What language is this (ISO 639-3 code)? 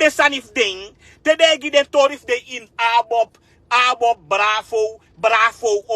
srn